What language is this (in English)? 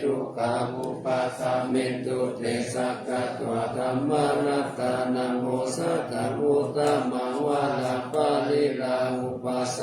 Pali